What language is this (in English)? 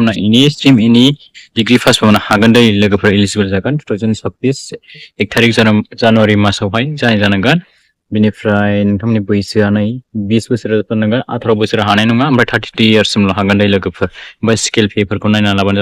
Bodo